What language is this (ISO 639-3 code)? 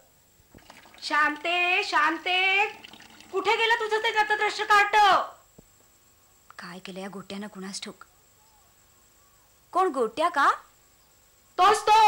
mar